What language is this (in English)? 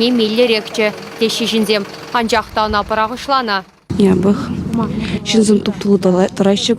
Chuvash